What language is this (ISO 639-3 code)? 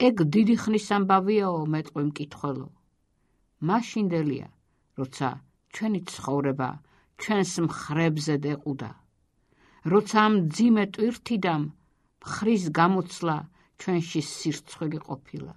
kat